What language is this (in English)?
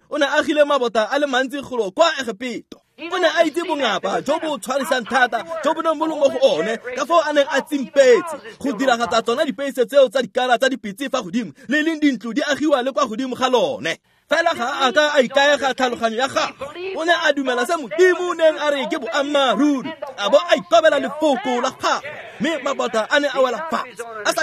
Tswana